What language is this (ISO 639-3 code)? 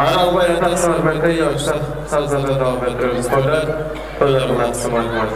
kaa